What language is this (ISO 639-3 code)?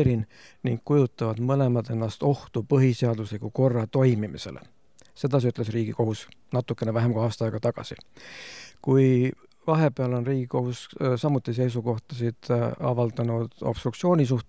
est